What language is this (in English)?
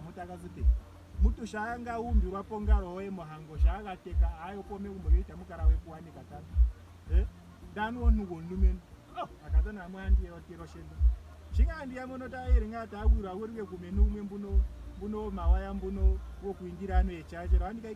Ndonga